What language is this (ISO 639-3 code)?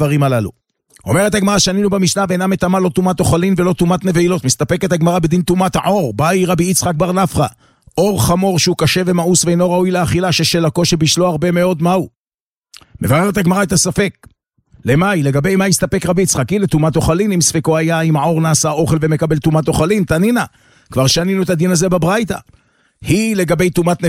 heb